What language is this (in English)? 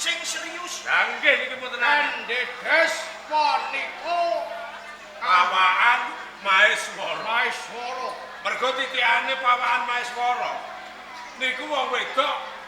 Javanese